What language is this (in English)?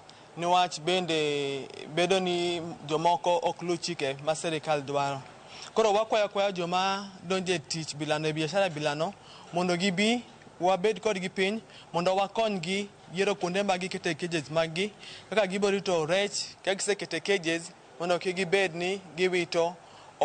Luo (Kenya and Tanzania)